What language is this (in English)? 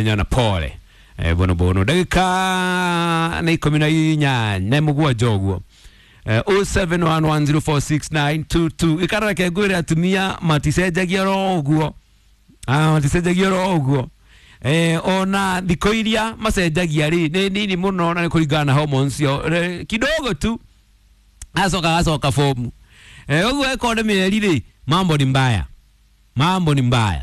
Kikuyu